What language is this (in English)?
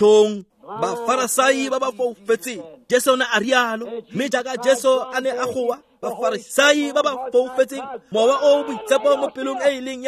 Tswana